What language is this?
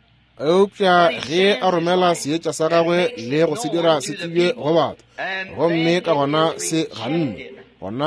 Northern Sotho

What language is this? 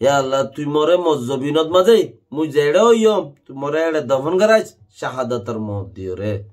Rohingya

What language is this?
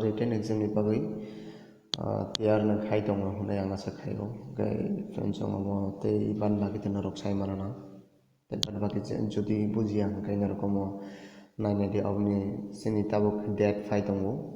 Kok Borok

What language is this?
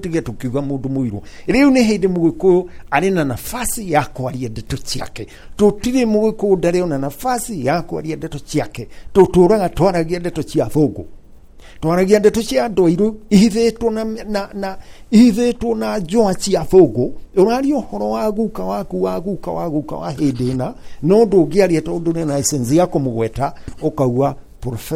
Kikuyu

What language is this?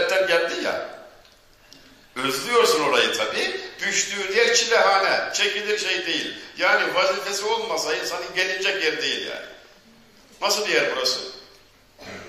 Turkish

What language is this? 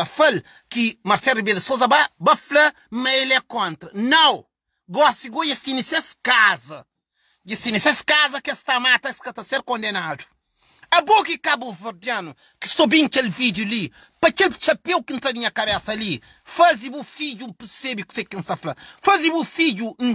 Kabuverdianu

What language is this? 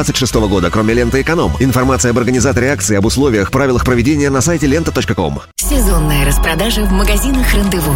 Russian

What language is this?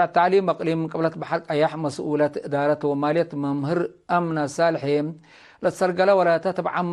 Tigre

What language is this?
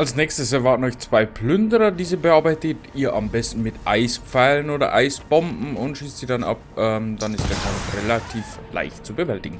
Bavarian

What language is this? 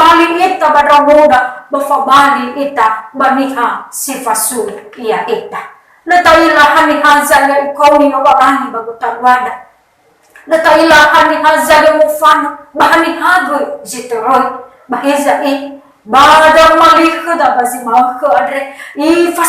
Nias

